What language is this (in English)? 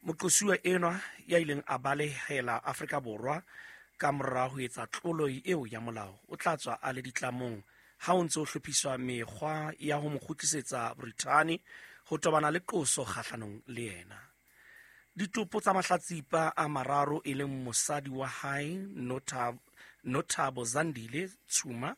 Southern Sotho